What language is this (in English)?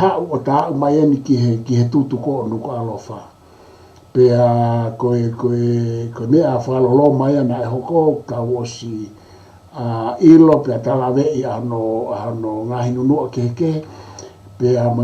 Tongan